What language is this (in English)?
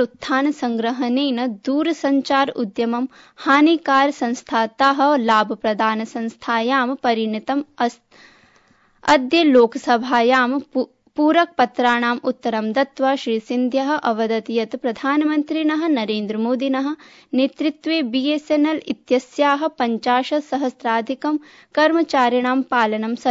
Sanskrit